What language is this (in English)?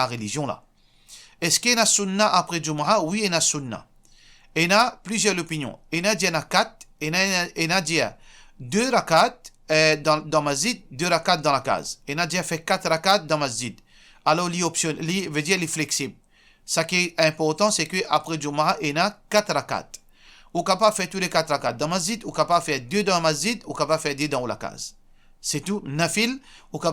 Morisyen